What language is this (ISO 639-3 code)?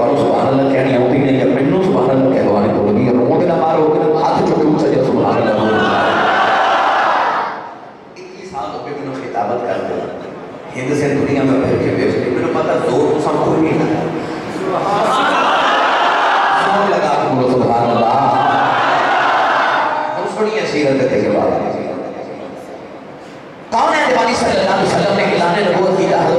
urd